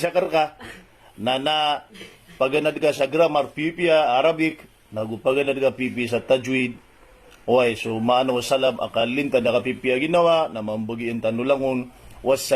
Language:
Maranao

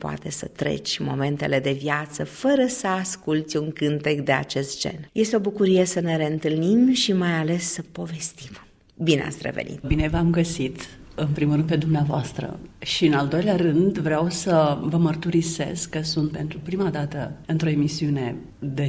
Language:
Romanian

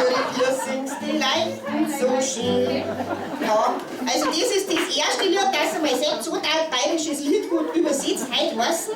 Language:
Bavarian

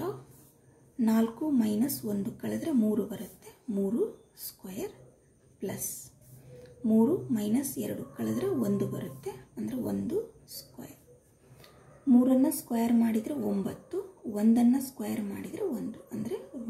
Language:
Kannada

